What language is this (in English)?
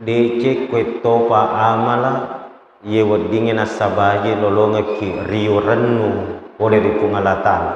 Buginese